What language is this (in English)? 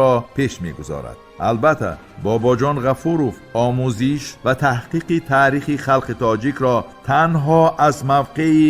Tajik